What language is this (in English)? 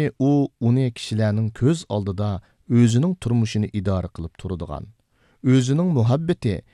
Uyghur